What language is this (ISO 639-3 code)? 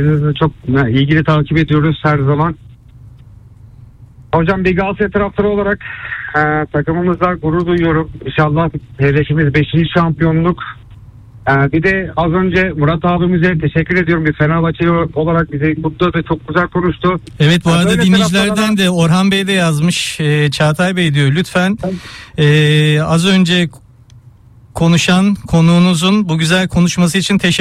tur